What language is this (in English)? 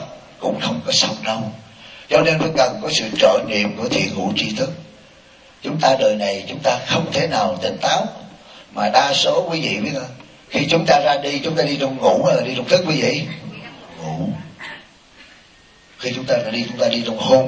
Vietnamese